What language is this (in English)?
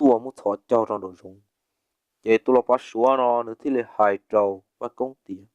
Hmong